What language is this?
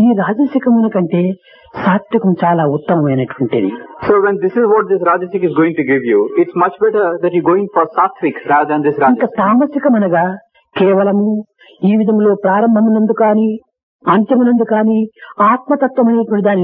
Telugu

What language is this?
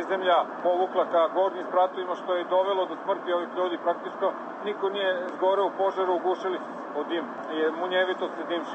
Bosnian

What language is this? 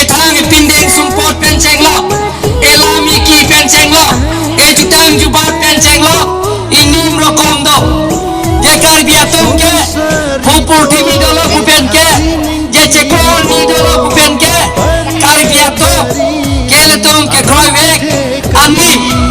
Karbi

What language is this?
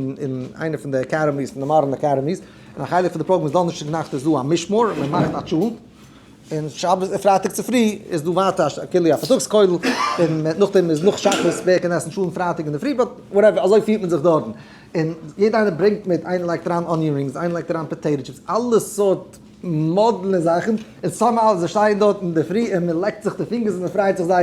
Yiddish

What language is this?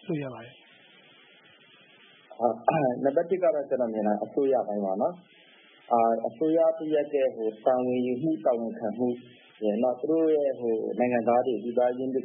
Burmese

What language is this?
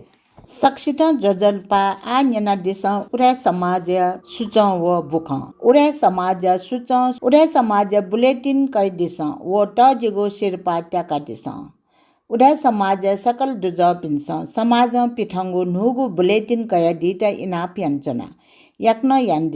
Newari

